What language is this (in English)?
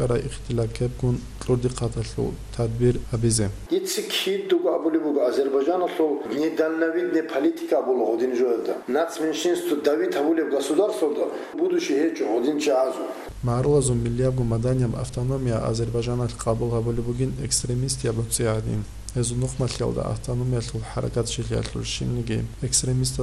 Avaric